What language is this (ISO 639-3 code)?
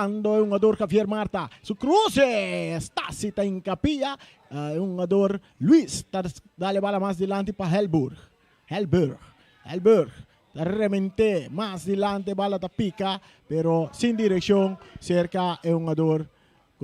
pap